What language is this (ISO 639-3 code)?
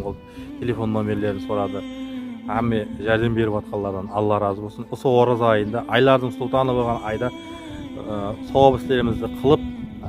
kaz